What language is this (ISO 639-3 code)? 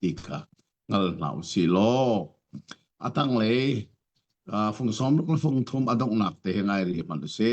cnh